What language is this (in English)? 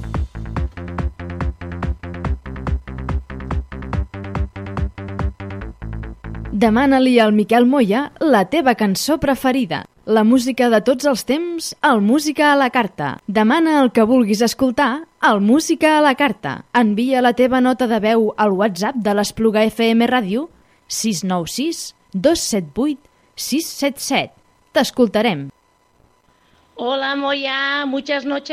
Catalan